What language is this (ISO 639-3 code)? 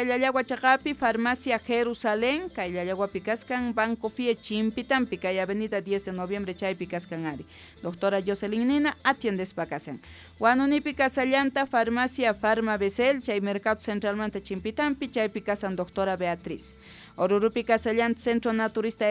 que